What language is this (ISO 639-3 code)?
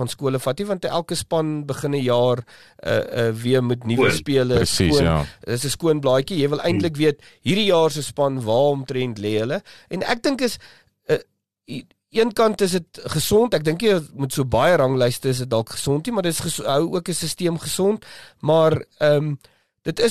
afr